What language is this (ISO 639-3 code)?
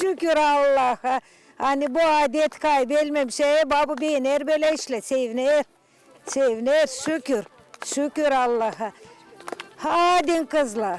gag